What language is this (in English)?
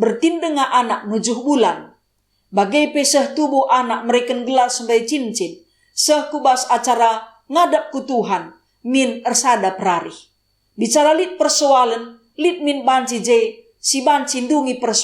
Batak Karo